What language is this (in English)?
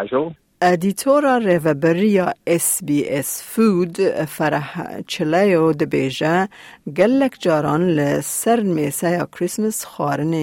Kurdish